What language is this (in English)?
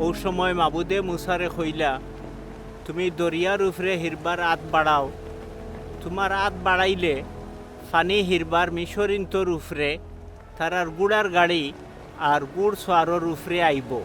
Sylheti